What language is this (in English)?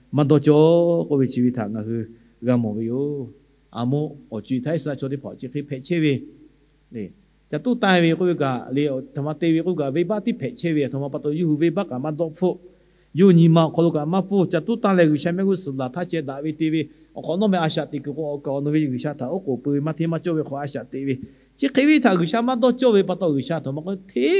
Lahu